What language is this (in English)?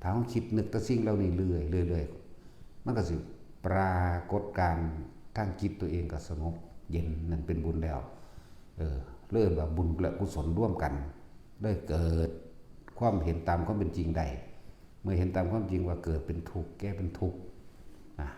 Northeastern Thai